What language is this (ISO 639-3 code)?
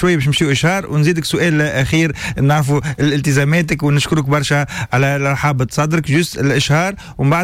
aeb